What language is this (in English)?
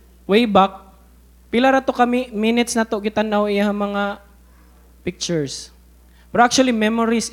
Cebuano